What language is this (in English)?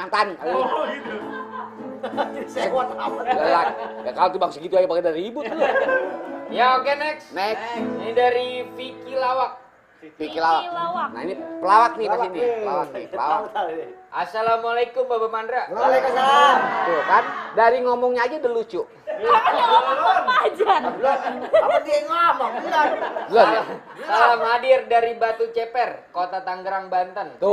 Betawi